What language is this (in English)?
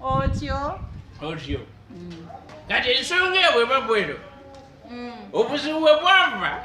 Ganda